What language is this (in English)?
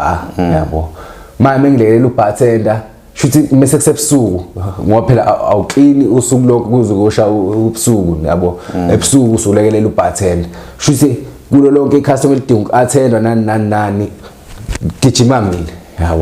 Zulu